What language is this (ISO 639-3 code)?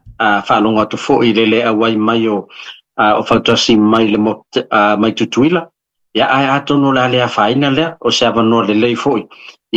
smo